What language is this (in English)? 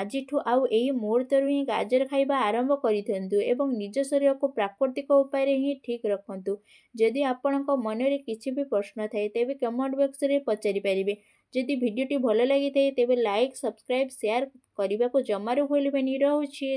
Odia